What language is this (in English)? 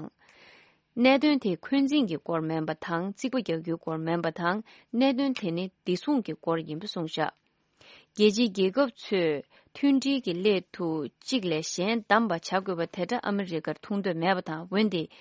Tibetan